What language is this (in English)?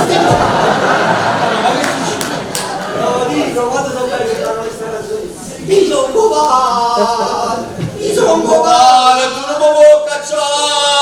Neapolitan